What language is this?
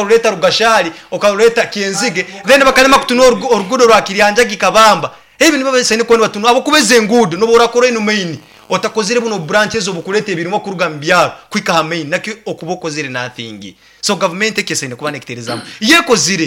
Nyoro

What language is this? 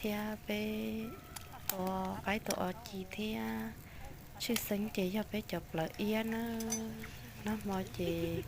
Hmong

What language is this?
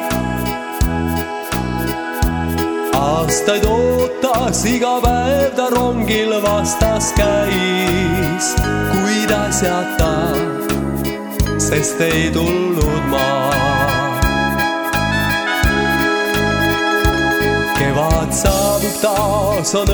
Estonian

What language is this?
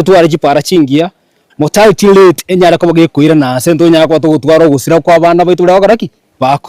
Gusii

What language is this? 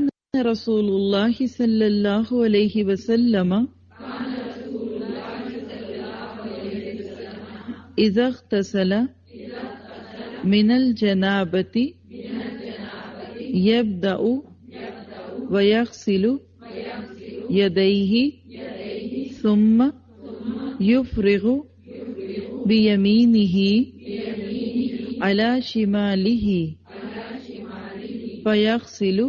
Urdu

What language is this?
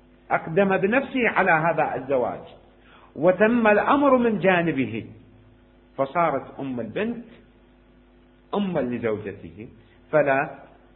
Arabic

